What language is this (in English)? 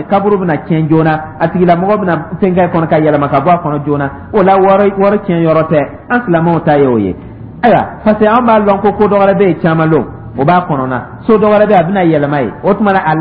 Dyula